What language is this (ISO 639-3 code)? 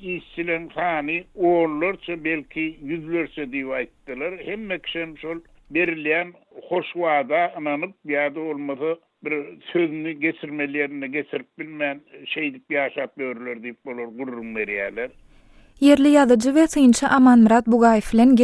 tuk